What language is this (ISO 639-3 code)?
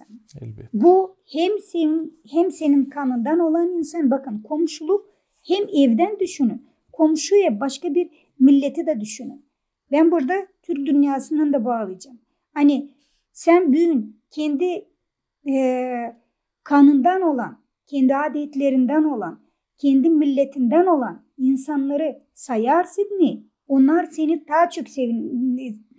gag